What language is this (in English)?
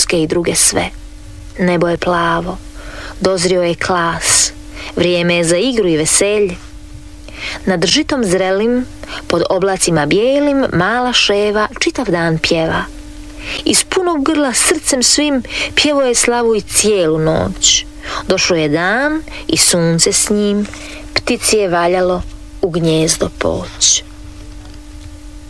Croatian